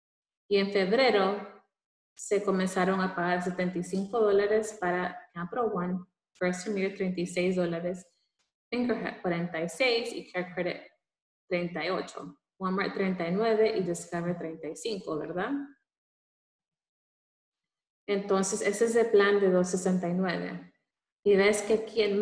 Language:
Spanish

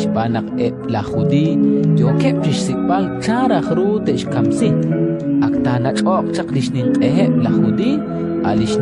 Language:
Kekchí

